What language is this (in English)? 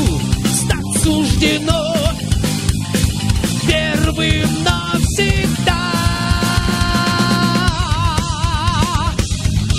Russian